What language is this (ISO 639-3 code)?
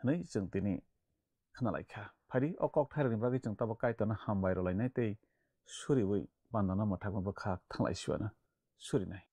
trp